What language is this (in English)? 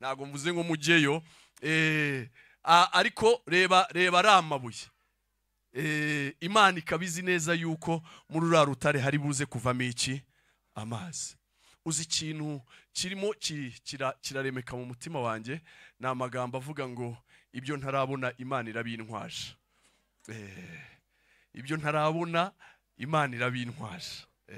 Kinyarwanda